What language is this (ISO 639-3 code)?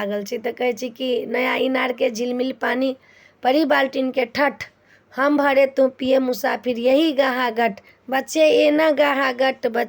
mai